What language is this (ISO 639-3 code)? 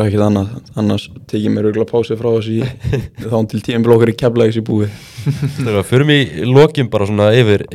isl